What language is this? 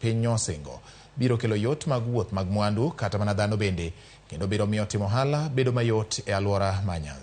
Luo (Kenya and Tanzania)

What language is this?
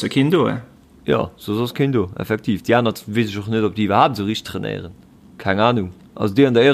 Luxembourgish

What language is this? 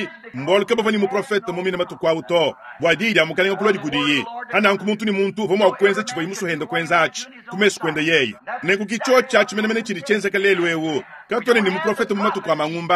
Luba-Lulua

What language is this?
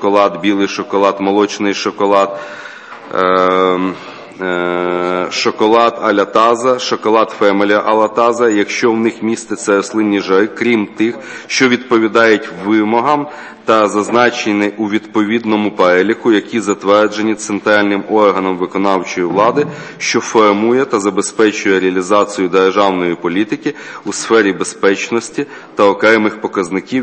Ukrainian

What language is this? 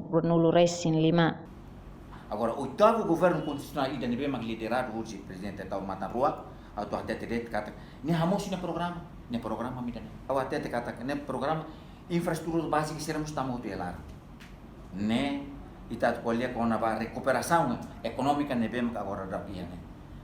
Tetum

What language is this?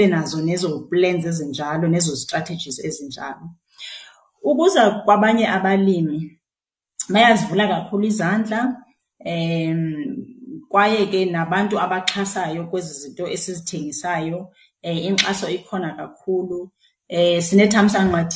Xhosa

